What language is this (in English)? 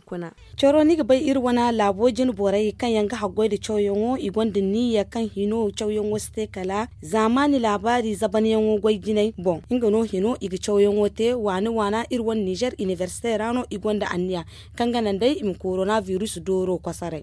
Zarma